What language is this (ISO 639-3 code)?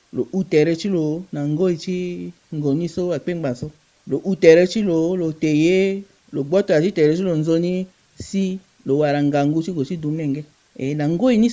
sag